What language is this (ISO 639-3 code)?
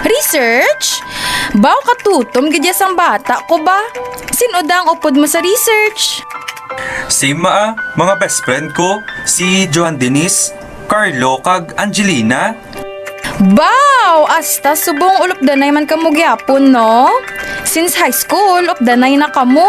hil